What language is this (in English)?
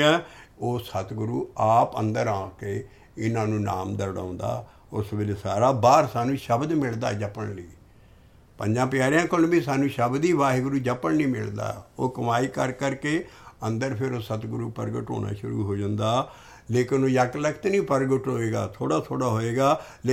Punjabi